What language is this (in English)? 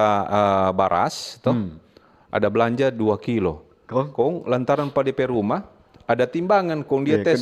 Manado Malay